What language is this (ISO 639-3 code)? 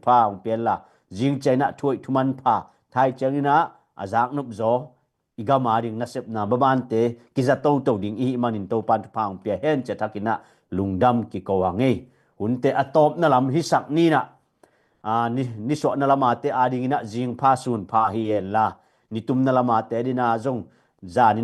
ctd